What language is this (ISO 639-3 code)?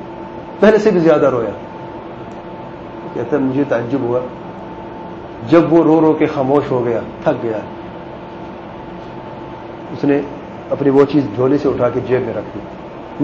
urd